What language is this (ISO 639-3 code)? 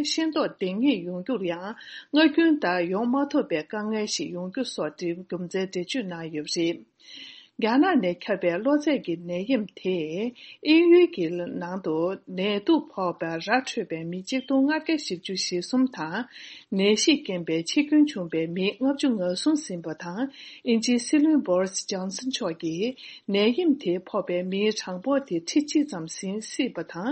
bod